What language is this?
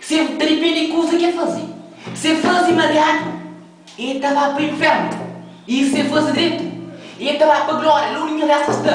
Kabuverdianu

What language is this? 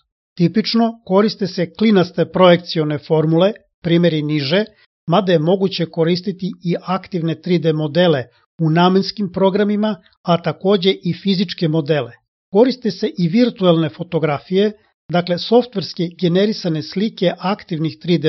Serbian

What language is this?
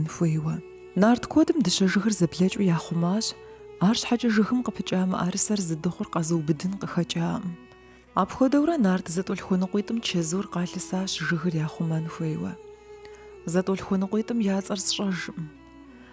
Kabardian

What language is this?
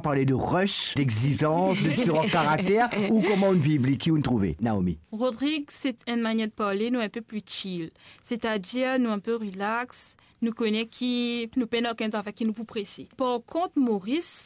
Morisyen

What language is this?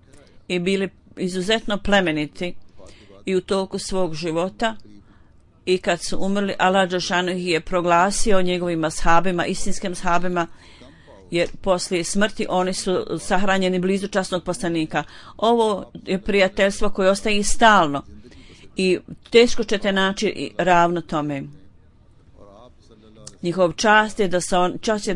Bosnian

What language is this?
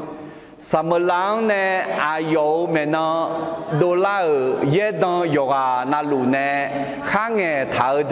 Akha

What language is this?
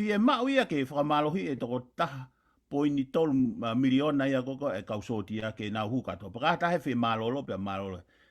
Tongan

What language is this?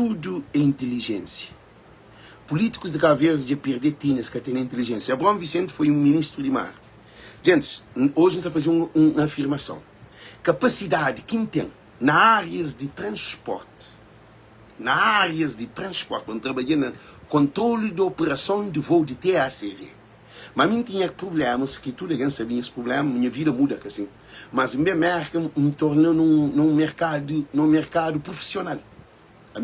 Kabuverdianu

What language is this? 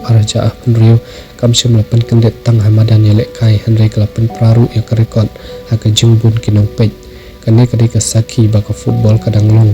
Khasi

